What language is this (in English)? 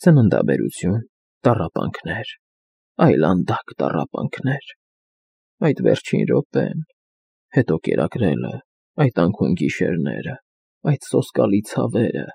Armenian